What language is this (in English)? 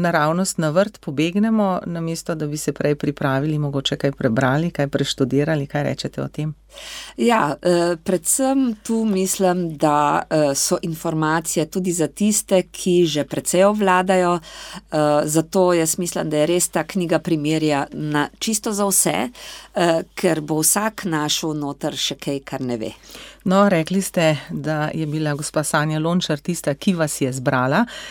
Slovenian